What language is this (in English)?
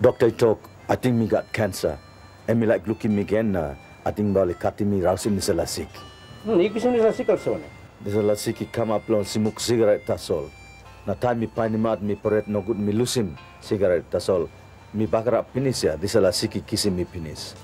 Tok Pisin